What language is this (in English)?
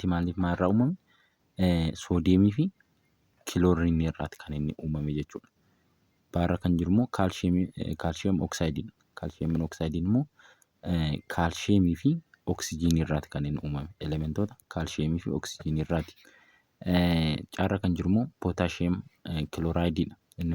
Oromo